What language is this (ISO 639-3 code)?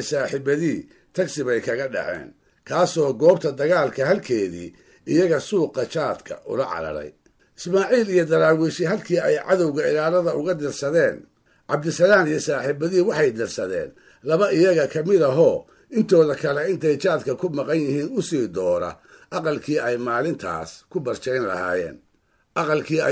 som